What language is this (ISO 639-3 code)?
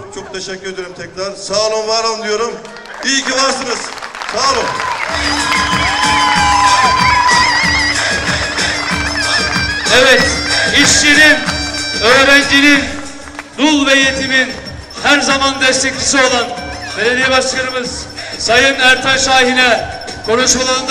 tur